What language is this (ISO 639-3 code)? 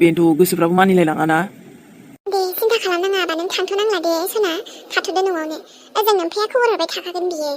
brx